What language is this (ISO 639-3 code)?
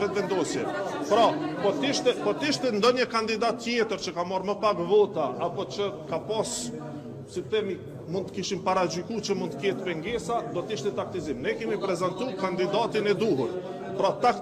sqi